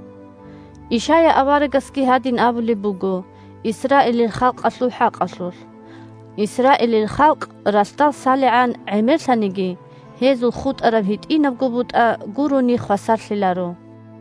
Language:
Avaric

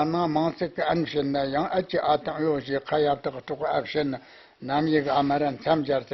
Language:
Tibetan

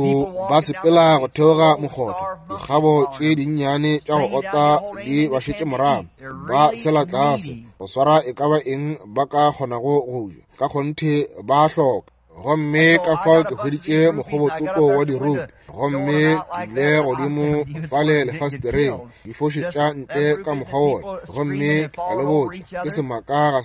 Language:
Northern Sotho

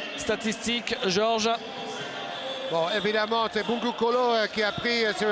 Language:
French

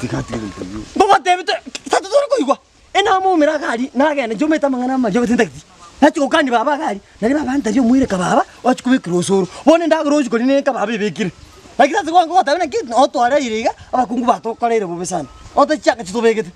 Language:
Gusii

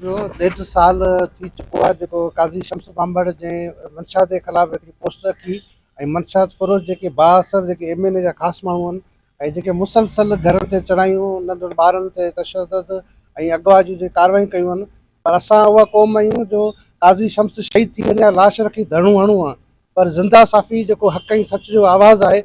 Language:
Sindhi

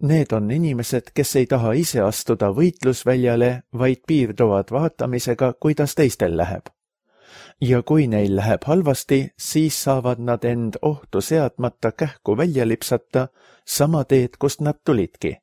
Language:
Estonian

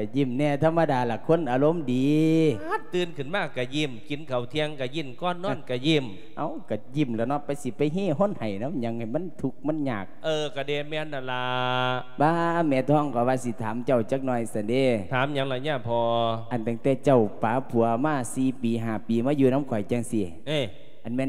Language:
Lao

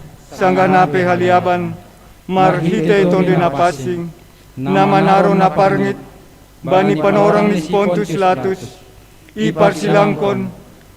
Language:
Batak Simalungun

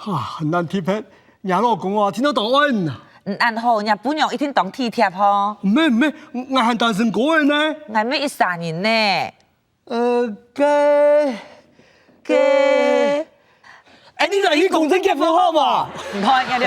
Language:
Hakka Chinese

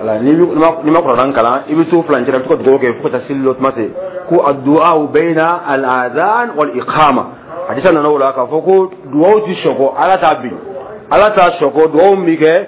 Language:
Dyula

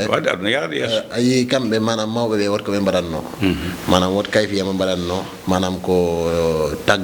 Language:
Fula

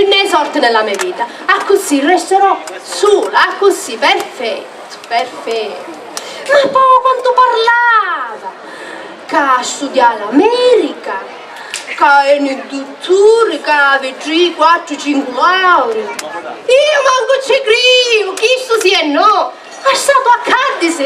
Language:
Sicilian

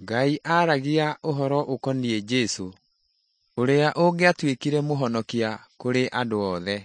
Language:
Kikuyu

